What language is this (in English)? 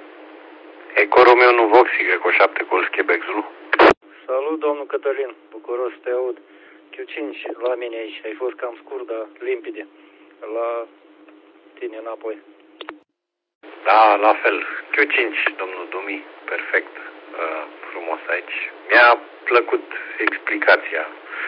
Romanian